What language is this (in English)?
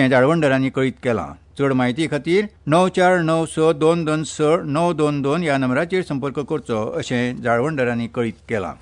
Konkani